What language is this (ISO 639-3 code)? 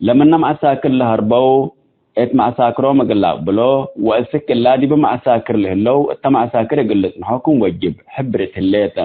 tig